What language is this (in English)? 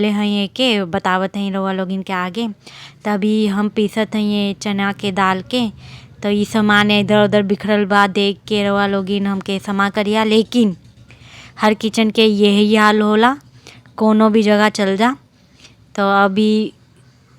Bhojpuri